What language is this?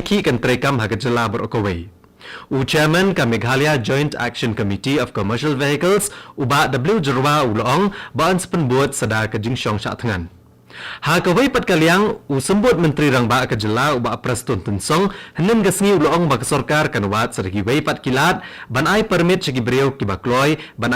Khasi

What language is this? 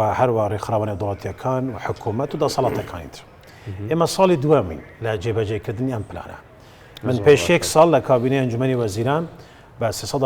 Central Kurdish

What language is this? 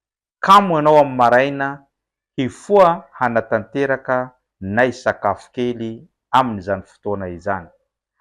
Malagasy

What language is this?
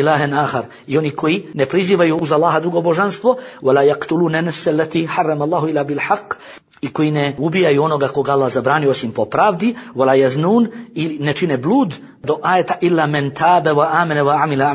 Bosnian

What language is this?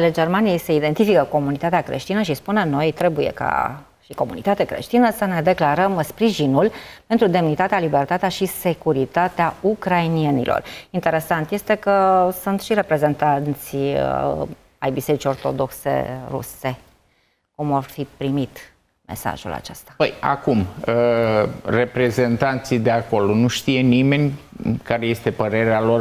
Romanian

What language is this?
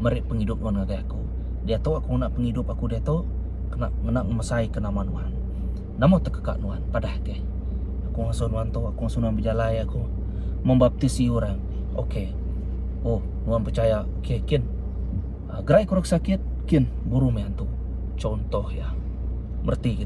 Iban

